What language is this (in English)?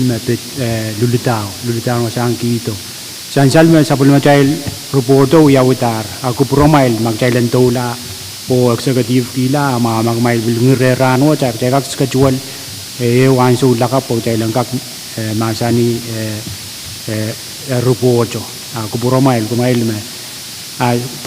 Pohnpeian